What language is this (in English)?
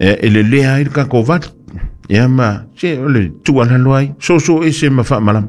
Samoan